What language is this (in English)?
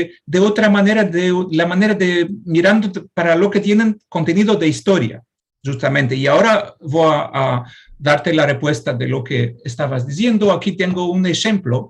Ladino